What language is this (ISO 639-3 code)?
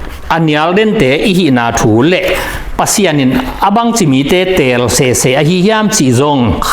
ctd